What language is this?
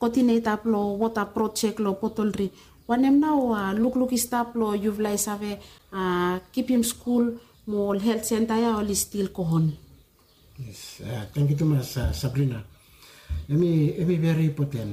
Bislama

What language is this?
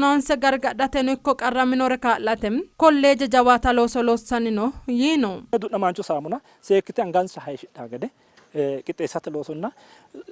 Sidamo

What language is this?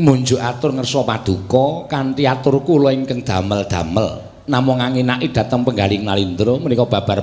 Javanese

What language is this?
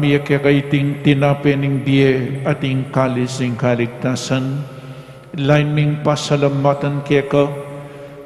Pampanga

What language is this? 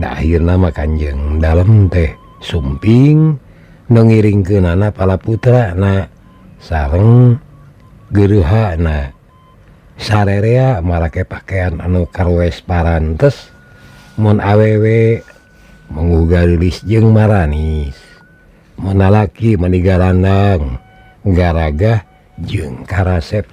Sundanese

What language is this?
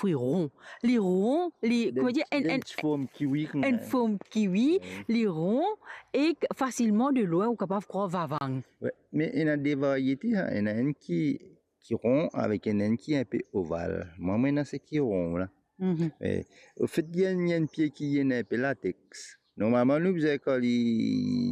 Morisyen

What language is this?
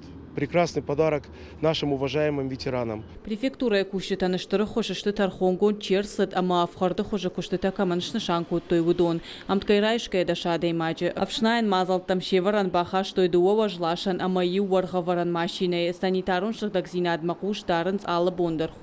Ossetic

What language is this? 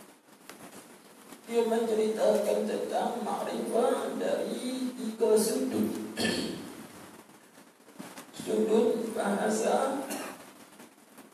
Malay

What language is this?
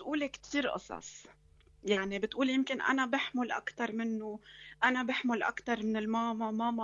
North Levantine Arabic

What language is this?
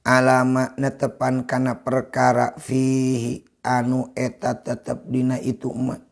Sundanese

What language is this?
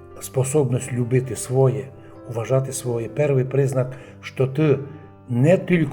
Rusyn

